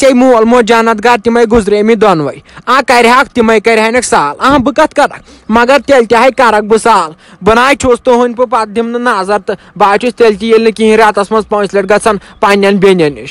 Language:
Kashmiri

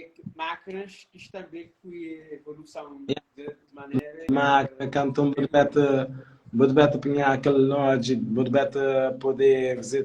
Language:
Kabuverdianu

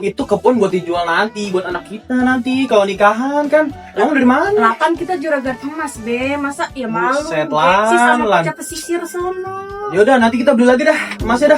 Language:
Betawi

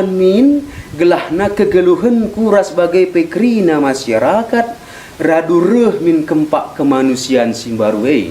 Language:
Batak Karo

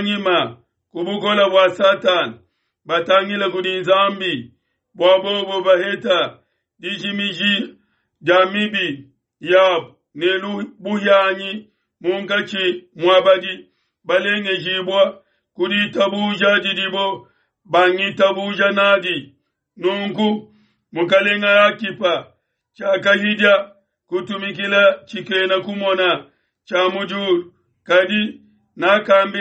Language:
Luba-Lulua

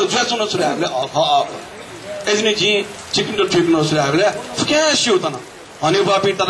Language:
Newari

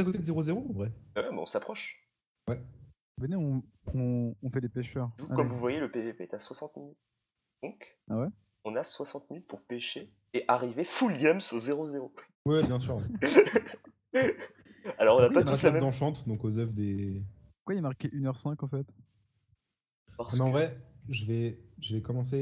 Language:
French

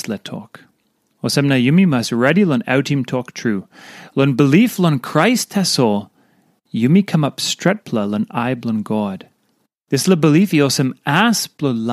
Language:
Tok Pisin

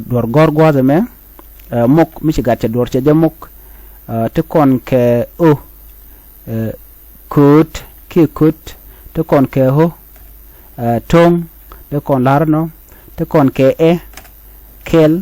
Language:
Nuer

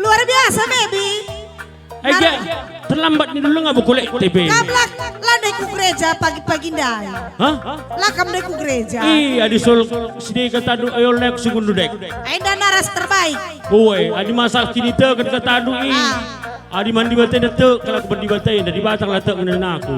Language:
Batak Karo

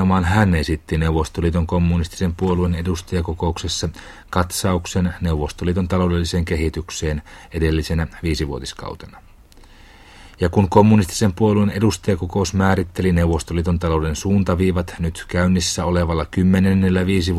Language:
Finnish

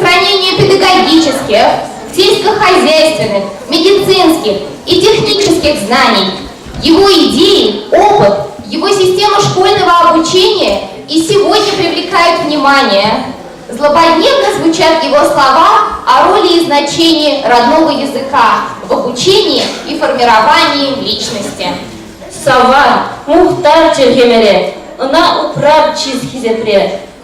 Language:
Chuvash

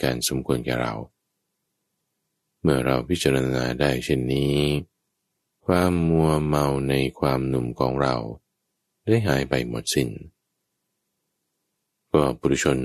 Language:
Thai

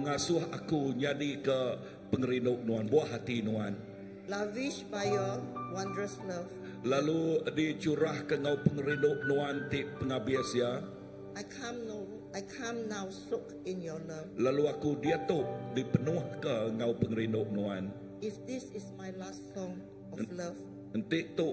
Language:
Iban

